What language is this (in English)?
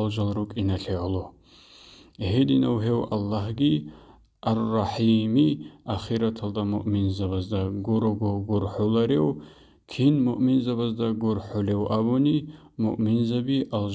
Avaric